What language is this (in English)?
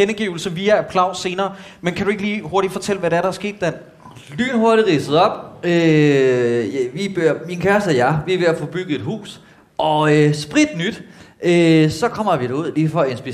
Danish